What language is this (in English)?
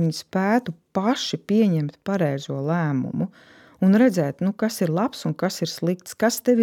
Latvian